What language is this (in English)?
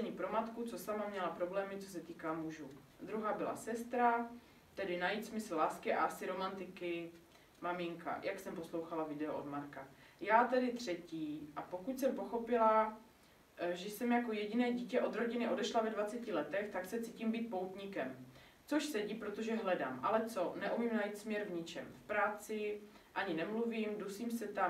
Czech